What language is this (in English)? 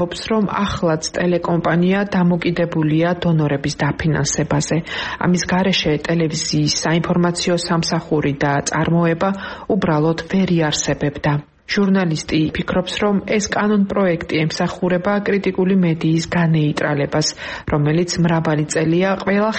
Georgian